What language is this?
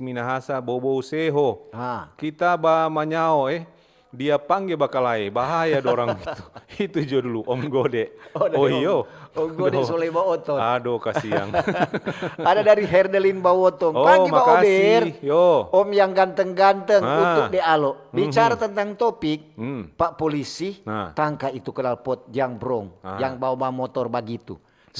Manado Malay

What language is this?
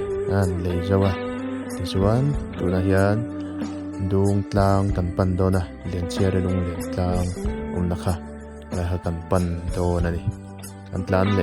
Mizo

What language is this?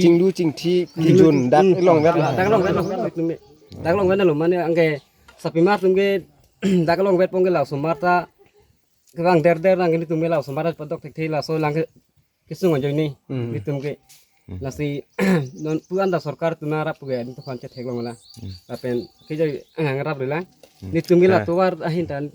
Karbi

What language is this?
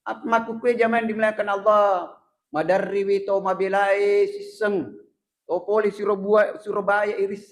Buginese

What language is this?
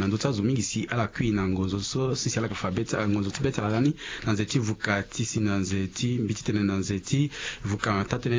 Sango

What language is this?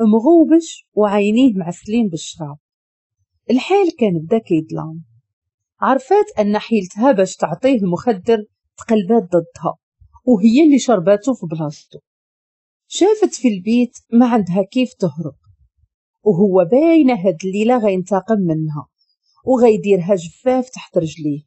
Moroccan Arabic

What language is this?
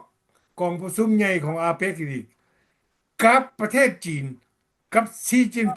Lao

